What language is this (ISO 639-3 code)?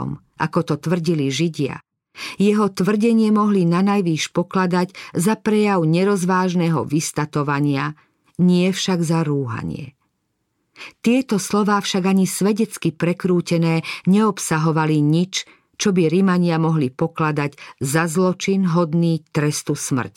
slk